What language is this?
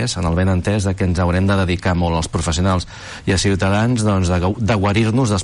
Catalan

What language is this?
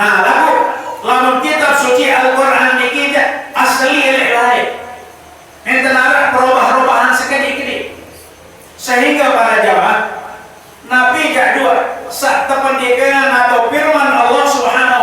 Sasak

